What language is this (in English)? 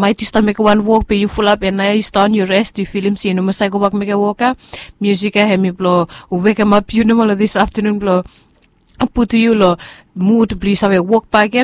Bislama